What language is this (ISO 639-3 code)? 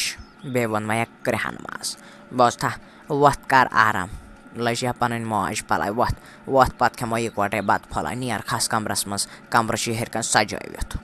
kas